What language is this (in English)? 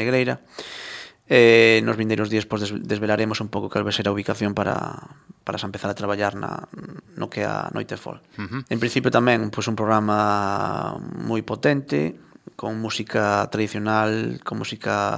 Galician